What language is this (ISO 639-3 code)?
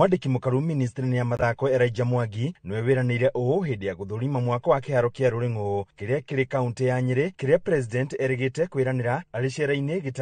kik